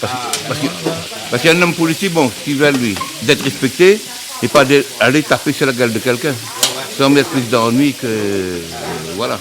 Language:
Réunion Creole French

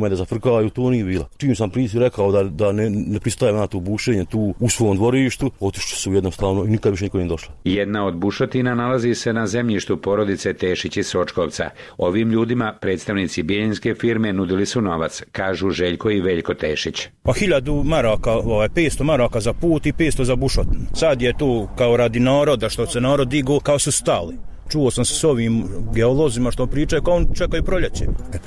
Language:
Serbian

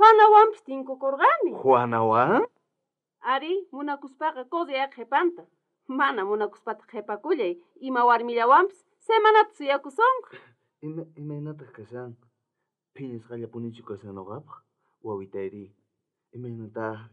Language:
South Bolivian Quechua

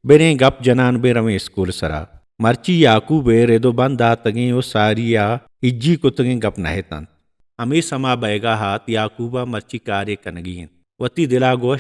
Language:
Baluchi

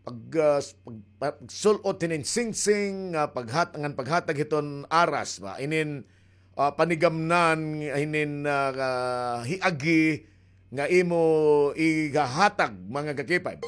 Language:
Waray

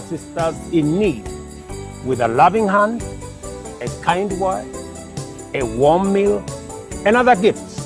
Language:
Gusii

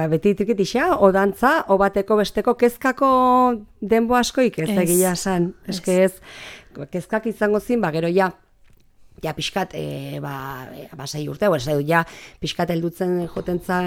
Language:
Basque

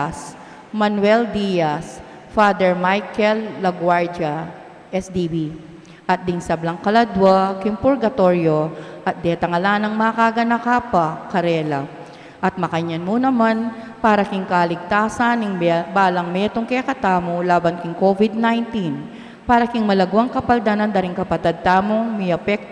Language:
Pampanga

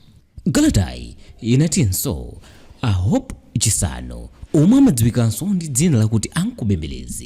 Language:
Nyanja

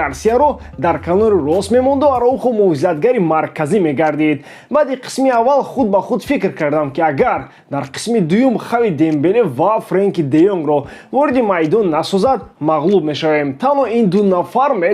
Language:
Tajik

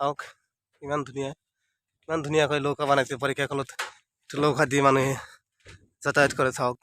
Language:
Assamese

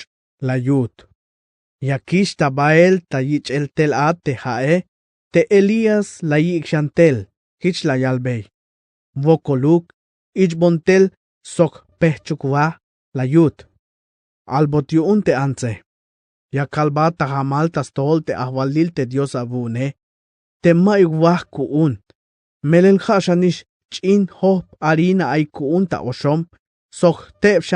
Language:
Tzeltal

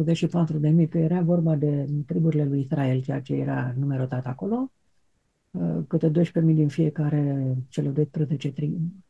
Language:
Romanian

